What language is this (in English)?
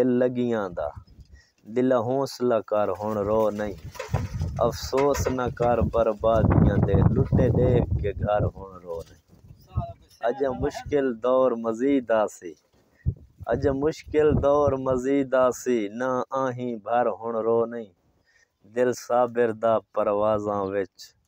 Saraiki